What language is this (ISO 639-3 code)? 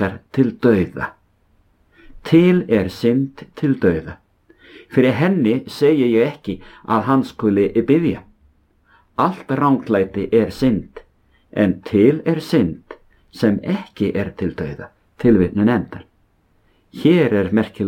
isl